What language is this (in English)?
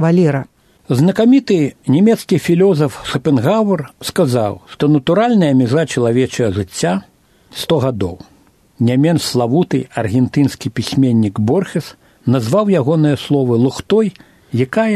Belarusian